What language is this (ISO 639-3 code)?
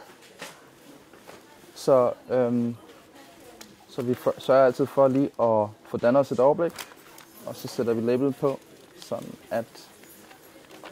dan